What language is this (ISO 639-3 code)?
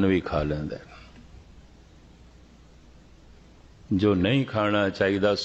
pan